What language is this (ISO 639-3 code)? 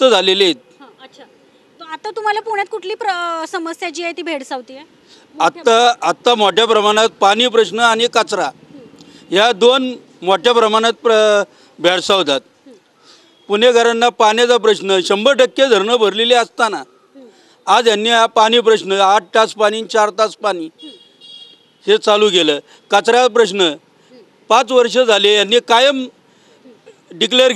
mar